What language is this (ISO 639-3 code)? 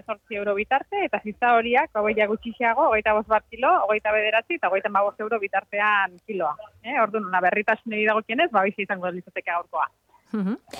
eus